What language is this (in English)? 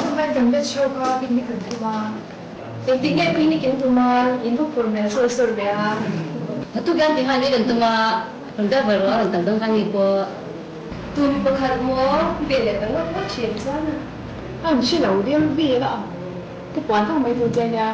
Mizo